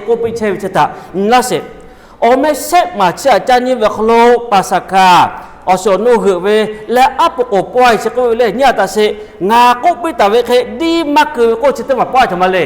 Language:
Lahu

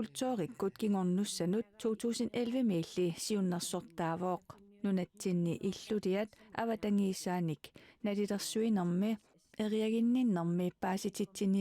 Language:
Kalaallisut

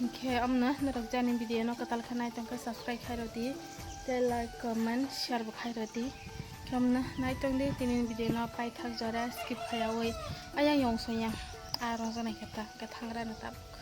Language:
Kok Borok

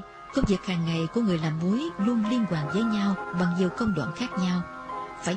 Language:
Vietnamese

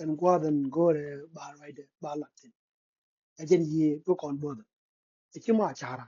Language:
Nuer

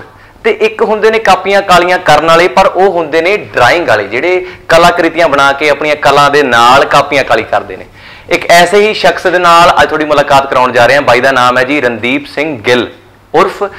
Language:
Punjabi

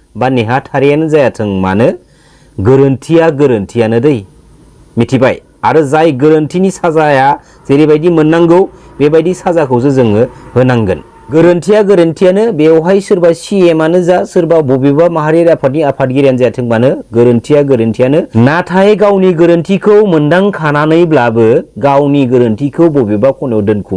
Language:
Bodo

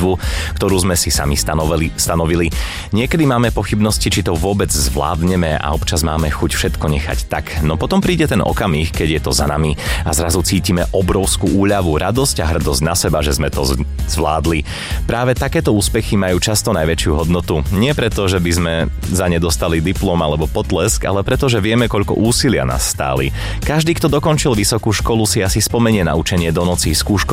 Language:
Slovak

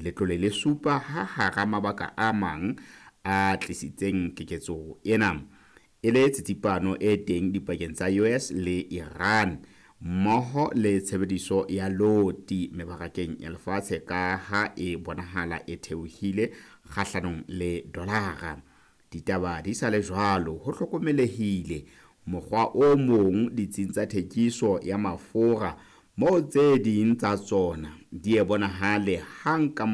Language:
Southern Sotho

